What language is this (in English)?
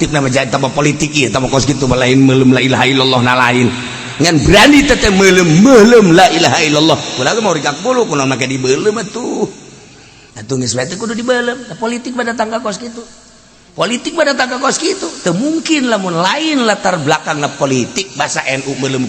Sundanese